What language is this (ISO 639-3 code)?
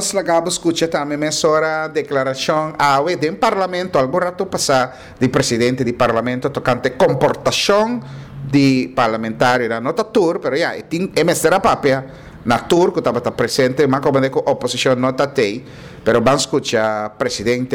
pap